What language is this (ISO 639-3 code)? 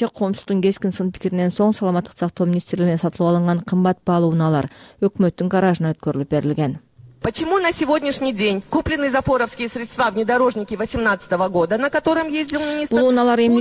kir